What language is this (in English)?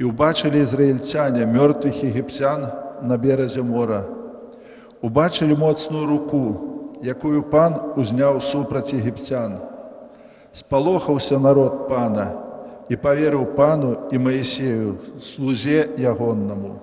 Belarusian